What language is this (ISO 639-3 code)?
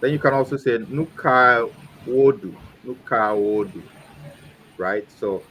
ewe